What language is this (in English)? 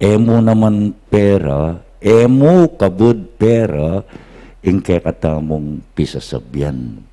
Pampanga